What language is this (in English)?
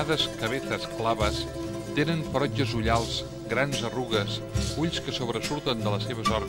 Catalan